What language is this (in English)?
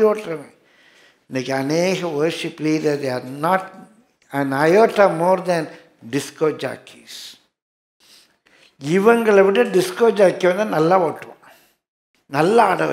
Tamil